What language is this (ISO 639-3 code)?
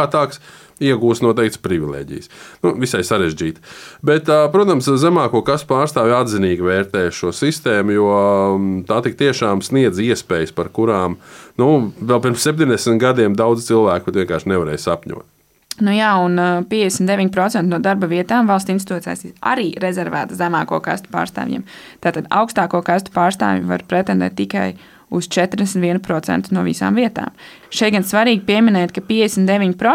lav